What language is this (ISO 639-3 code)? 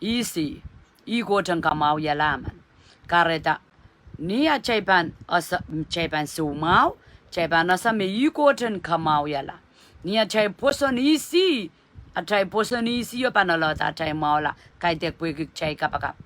pon